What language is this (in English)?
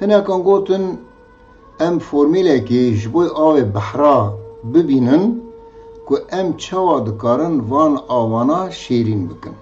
Kurdish